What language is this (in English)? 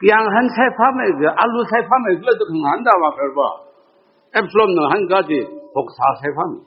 Tangkhul Naga (India)